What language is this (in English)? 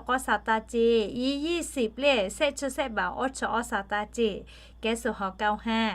Lahu